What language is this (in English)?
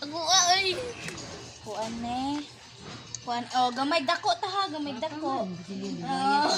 Cebuano